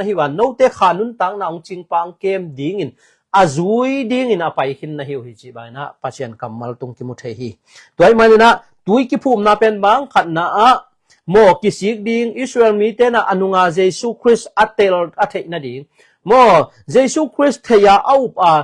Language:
Tedim Chin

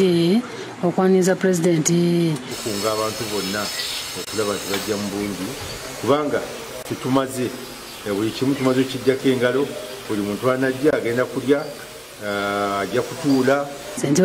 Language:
Ganda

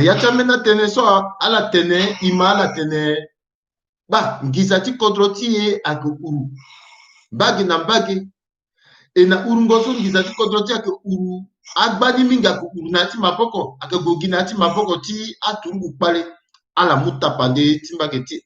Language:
Sango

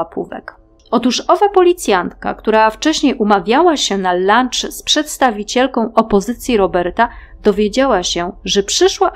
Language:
Polish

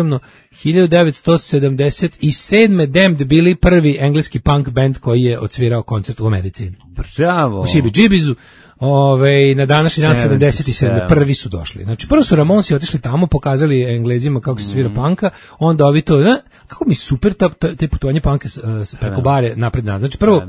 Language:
Serbian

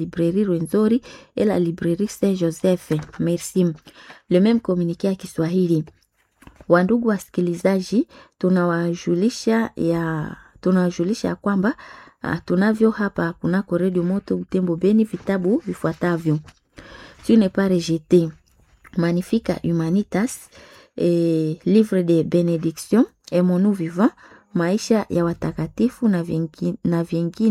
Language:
Swahili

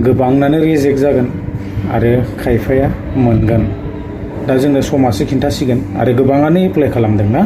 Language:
Bodo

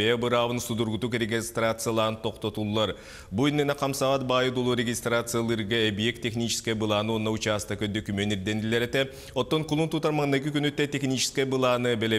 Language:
Yakut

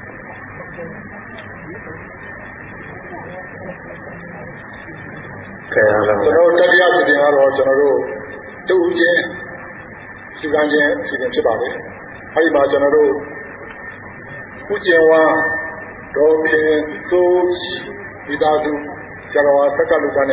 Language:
Burmese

